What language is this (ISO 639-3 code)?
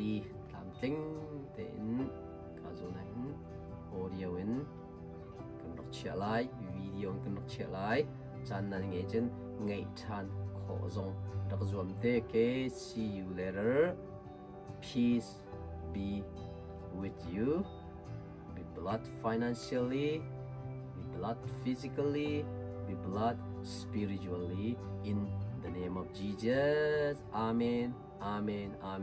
cnh